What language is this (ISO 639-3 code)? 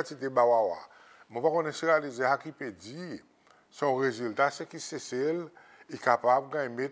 crs